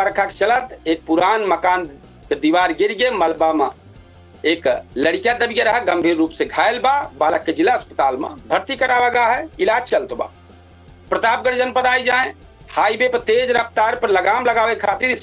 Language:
Awadhi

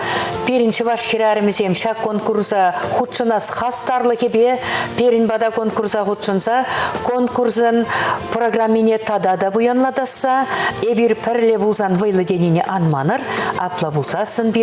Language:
Chuvash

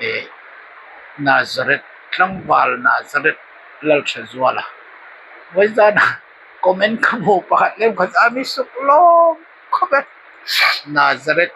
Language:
Hmar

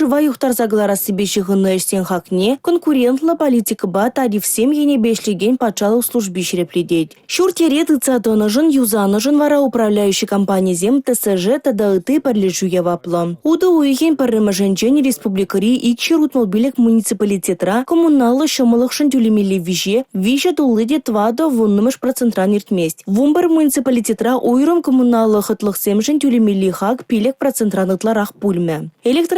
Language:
Chuvash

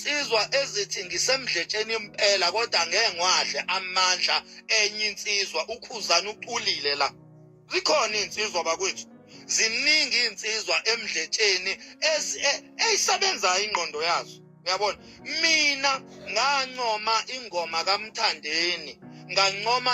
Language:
Zulu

